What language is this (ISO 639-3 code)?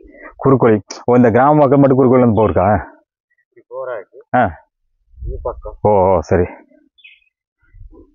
tam